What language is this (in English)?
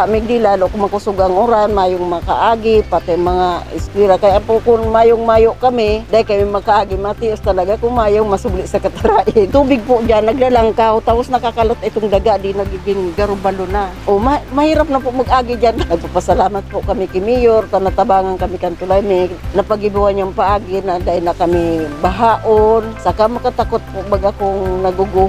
Bikol